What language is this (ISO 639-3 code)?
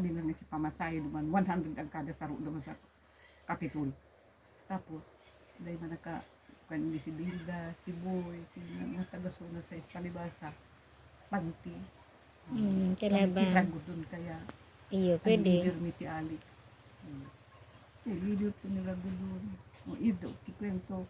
bik